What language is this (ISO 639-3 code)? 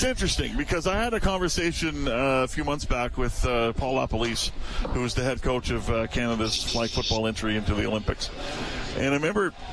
eng